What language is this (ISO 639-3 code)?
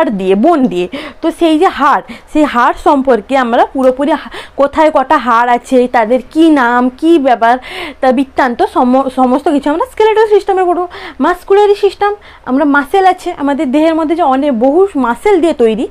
ben